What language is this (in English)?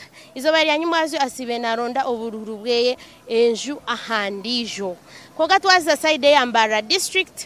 Nyankole